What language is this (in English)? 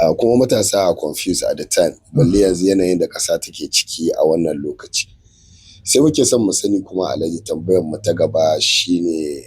Hausa